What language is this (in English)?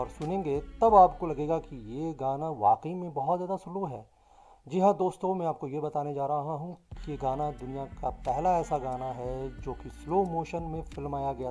Hindi